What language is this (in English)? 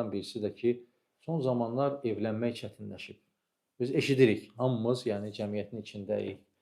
Azerbaijani